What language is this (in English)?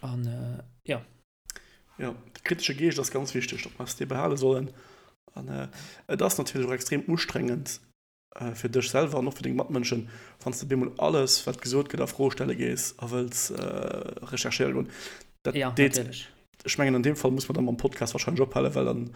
Luxembourgish